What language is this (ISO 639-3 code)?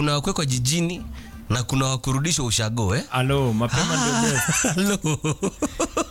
swa